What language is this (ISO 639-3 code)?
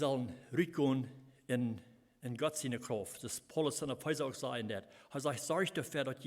pdt